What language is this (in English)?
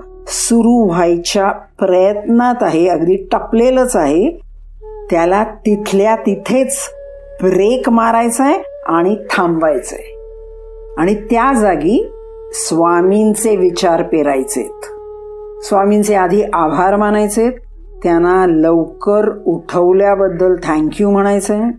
Marathi